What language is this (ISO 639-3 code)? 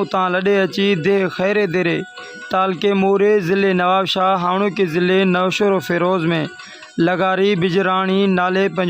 snd